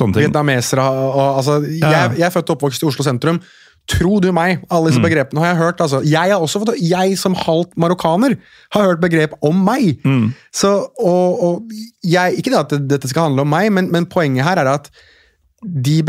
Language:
Norwegian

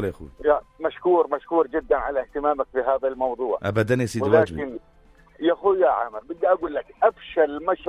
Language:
North Levantine Arabic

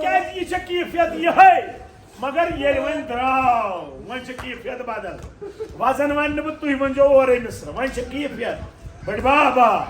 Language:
Kashmiri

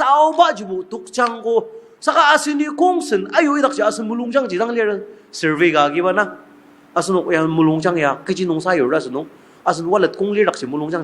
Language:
Ao Naga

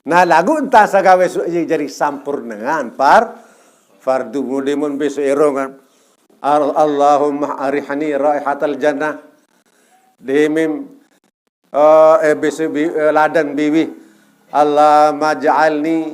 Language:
Sasak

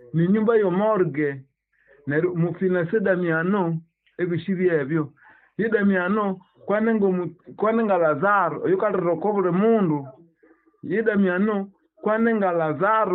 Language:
Nande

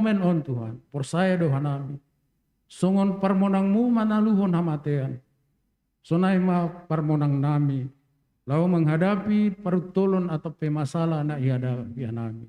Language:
Batak Simalungun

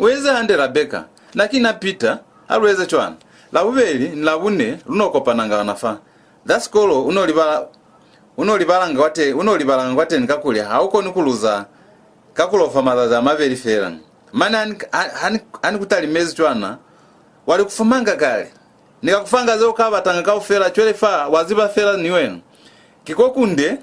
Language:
Lozi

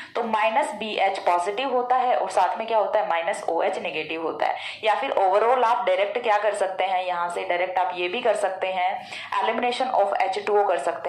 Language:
Hindi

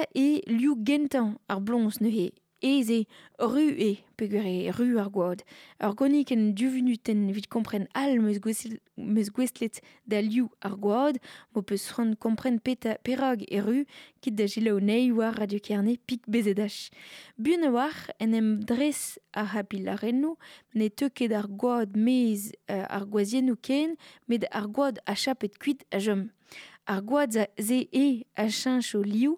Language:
Breton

